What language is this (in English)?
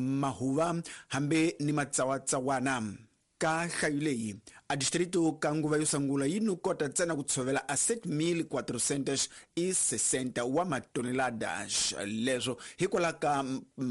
Tsonga